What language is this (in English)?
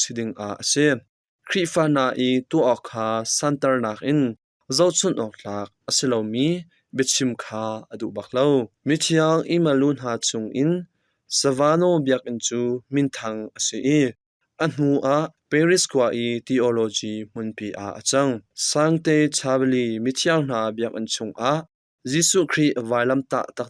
Hakha Chin